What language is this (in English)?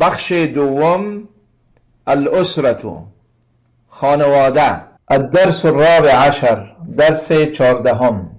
Persian